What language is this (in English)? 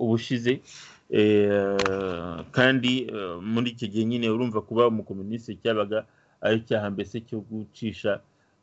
Kinyarwanda